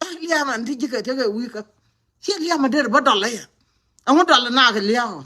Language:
Nuer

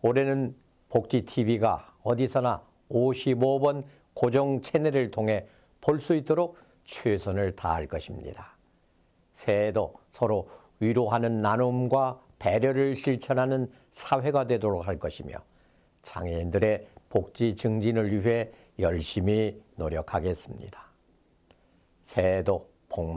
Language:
Korean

